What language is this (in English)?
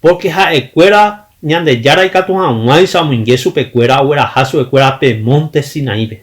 Guarani